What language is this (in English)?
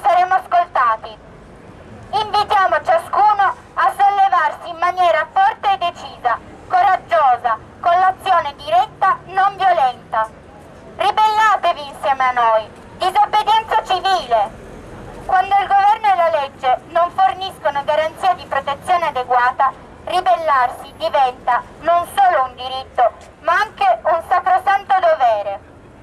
Italian